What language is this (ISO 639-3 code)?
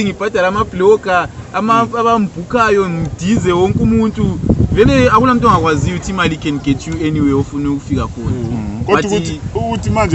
nde